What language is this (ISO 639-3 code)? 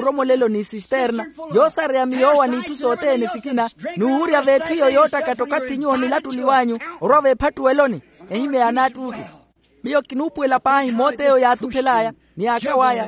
vmw